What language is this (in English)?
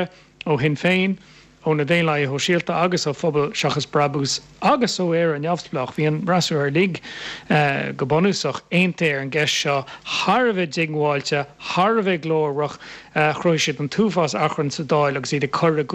Irish